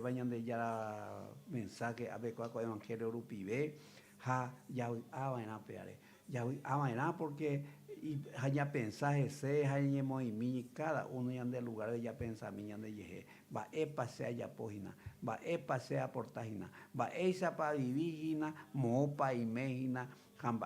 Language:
Guarani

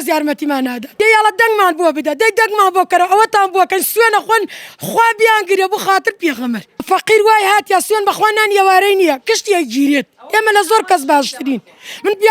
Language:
Central Kurdish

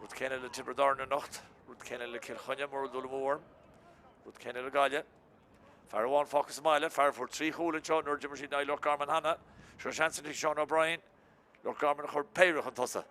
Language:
Irish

